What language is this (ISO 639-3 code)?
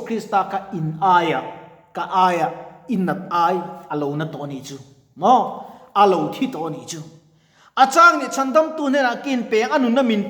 lus